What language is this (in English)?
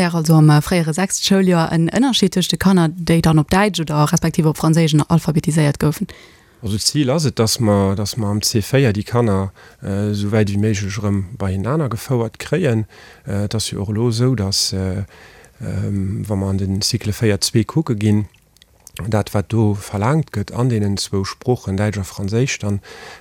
Luxembourgish